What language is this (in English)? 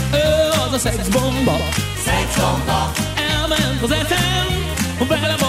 Hungarian